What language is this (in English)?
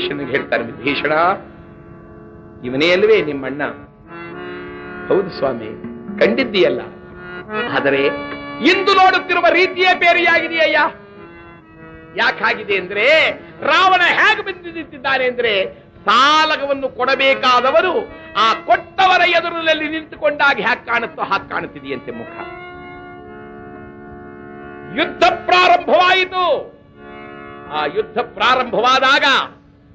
Kannada